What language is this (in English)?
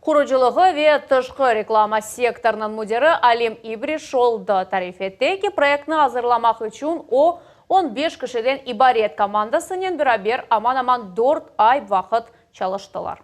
Crimean Tatar